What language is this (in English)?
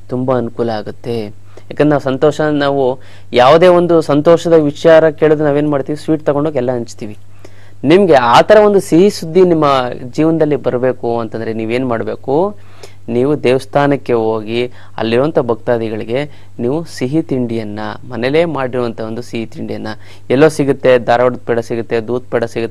Kannada